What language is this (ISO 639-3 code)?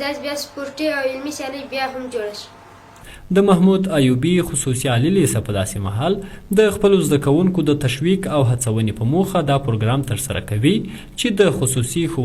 pus